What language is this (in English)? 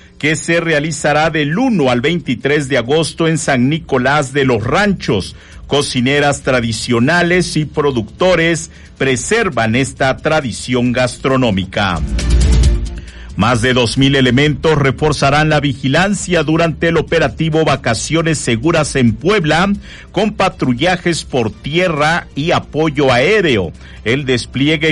Spanish